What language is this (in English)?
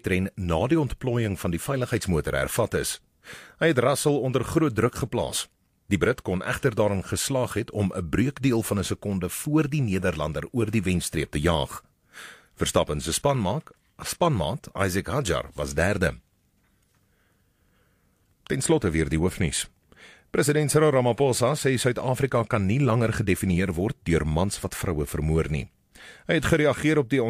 Afrikaans